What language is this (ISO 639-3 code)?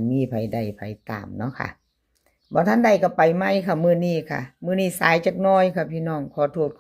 tts